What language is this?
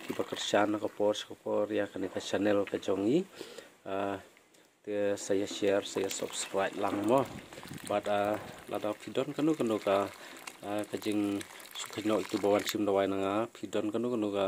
Khasi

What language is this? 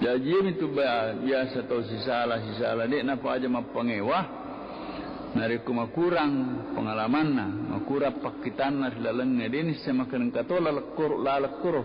Buginese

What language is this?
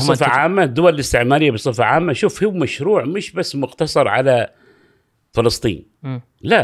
Gulf Arabic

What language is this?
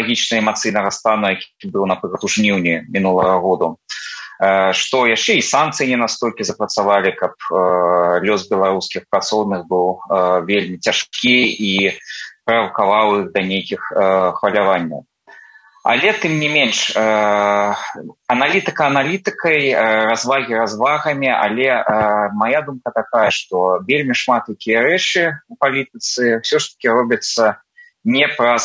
Belarusian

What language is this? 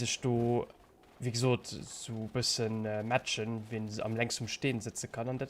Luxembourgish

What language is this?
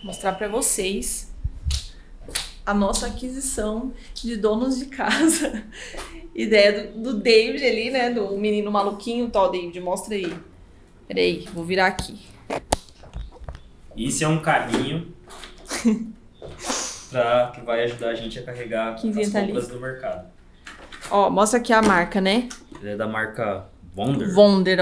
Portuguese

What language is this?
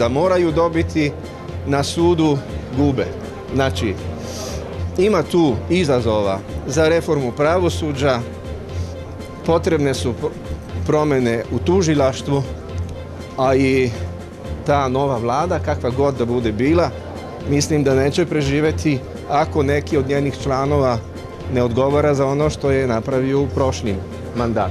Serbian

